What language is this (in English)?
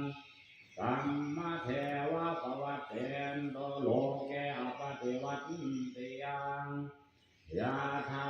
Pali